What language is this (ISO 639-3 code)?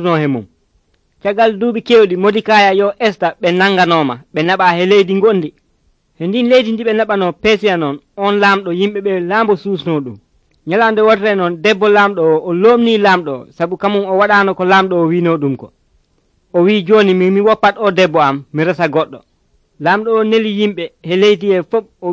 fuv